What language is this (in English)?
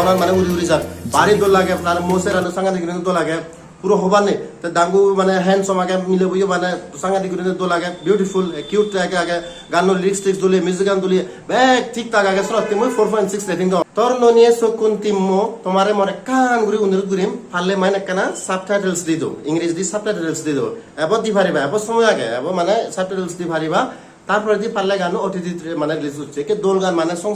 Chakma